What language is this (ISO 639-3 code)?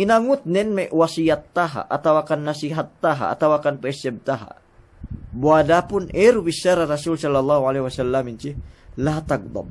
yka